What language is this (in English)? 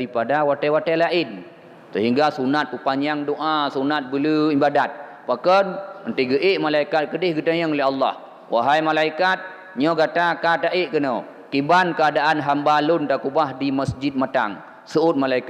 Achinese